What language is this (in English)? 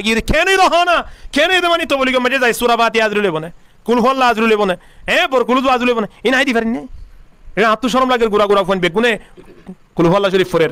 Rohingya